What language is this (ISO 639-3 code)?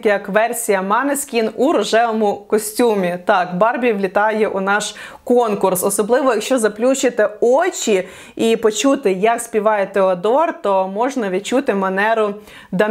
ukr